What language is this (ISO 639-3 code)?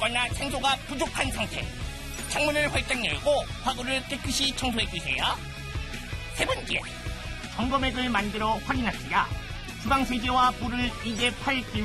kor